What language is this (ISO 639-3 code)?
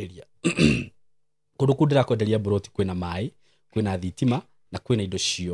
kik